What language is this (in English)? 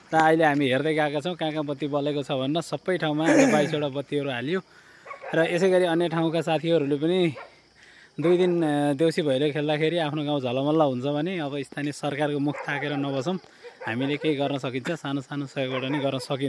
Nepali